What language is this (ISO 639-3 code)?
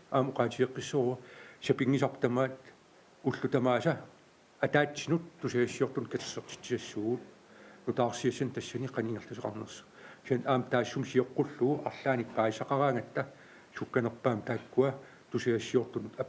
kal